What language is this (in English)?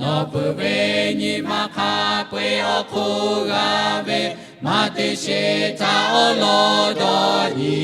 Lahu